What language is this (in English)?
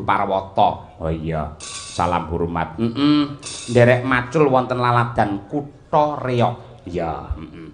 Javanese